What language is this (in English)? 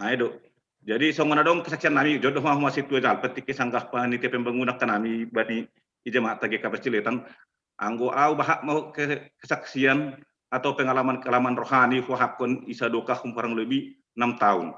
Batak Simalungun